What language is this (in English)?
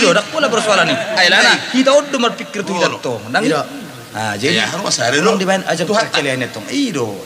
Batak Toba